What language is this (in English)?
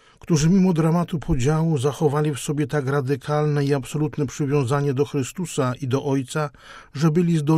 Polish